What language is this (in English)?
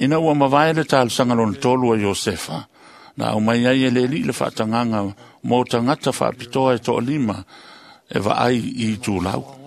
Samoan